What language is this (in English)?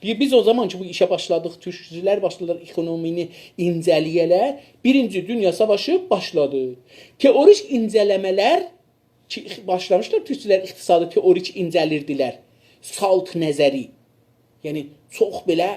South Azerbaijani